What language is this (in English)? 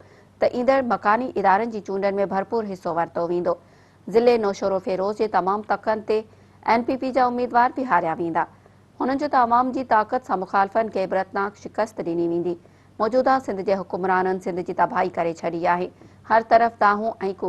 Sindhi